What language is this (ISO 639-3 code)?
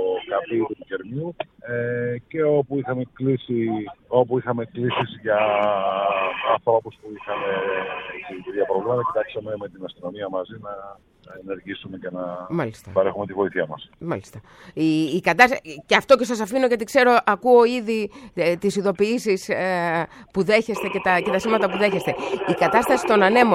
ell